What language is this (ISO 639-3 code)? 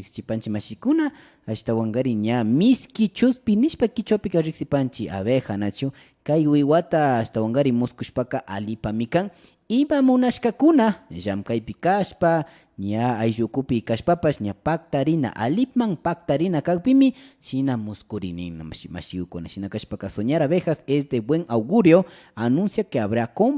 qvi